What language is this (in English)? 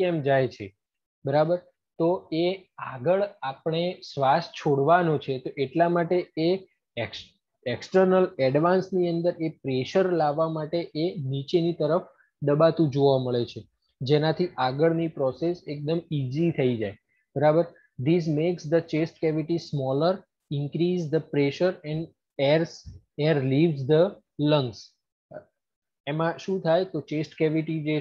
Gujarati